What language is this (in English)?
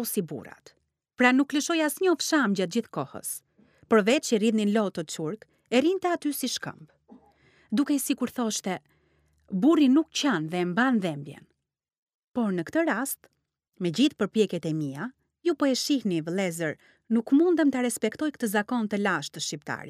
Albanian